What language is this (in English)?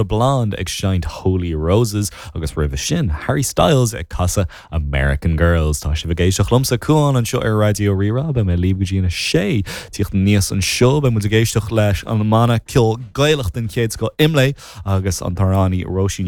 Irish